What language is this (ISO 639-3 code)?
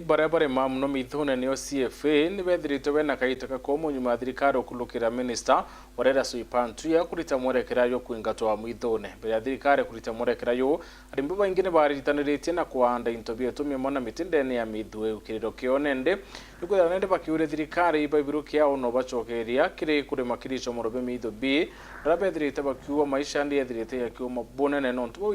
mer